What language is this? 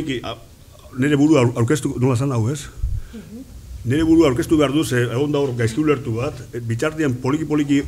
Basque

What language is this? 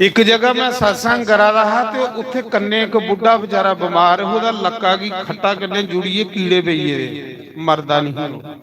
Dogri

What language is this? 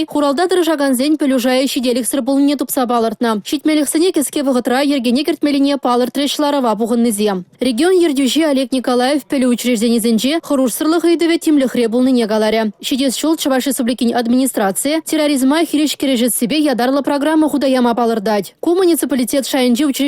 Chuvash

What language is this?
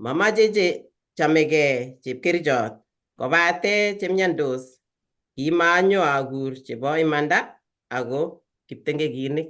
Kalenjin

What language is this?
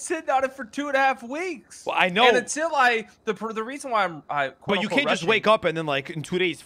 English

